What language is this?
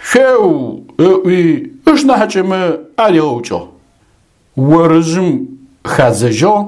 Adyghe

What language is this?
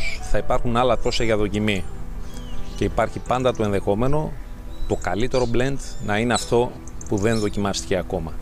Greek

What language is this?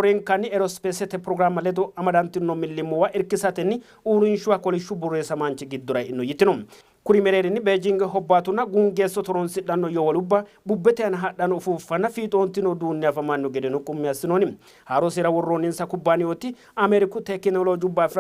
Sidamo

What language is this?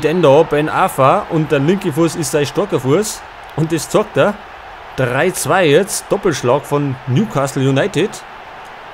Bavarian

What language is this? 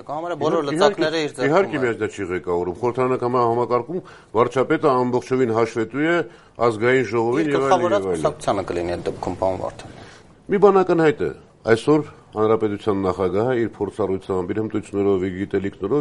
Armenian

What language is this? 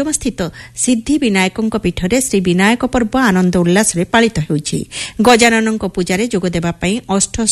Odia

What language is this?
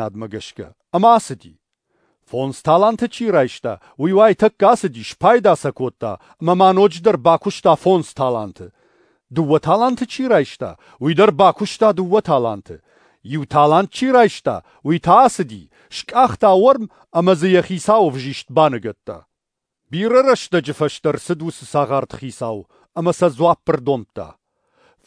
Ossetic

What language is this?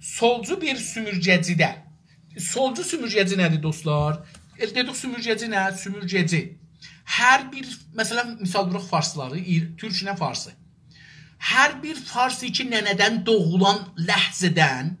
South Azerbaijani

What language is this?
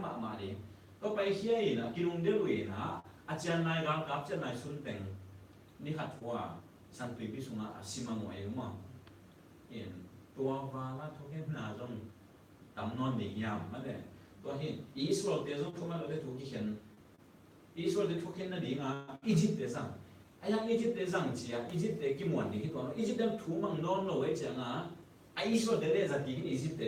Tedim Chin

